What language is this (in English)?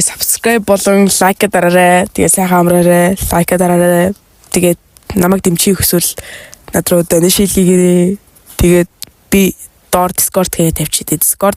Mongolian